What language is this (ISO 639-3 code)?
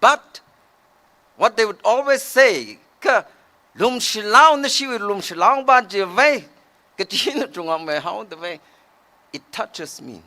nmf